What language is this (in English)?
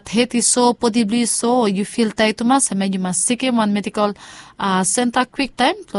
Bislama